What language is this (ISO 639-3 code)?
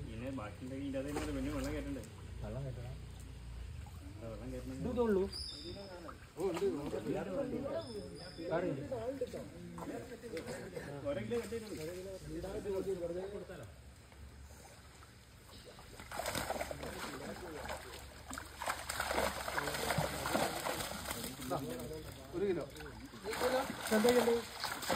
mal